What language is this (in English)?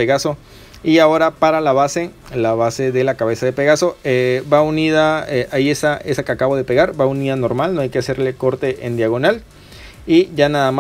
Spanish